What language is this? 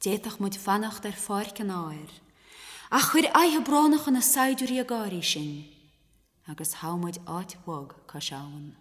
Irish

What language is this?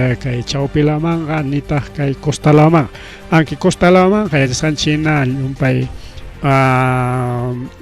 Ayacucho Quechua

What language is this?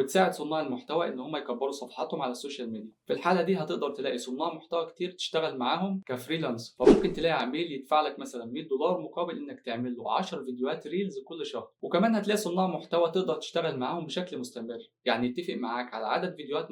Egyptian Arabic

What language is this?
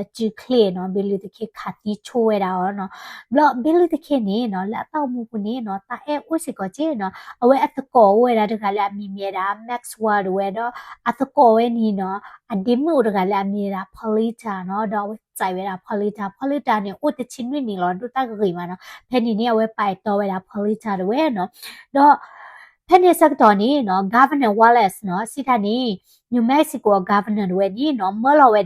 S'gaw Karen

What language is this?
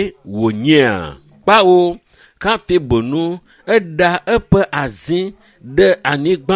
Ewe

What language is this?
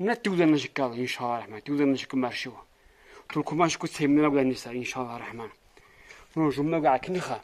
Lak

